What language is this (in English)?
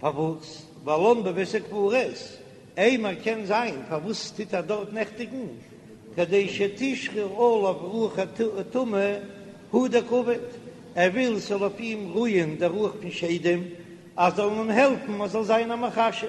Yiddish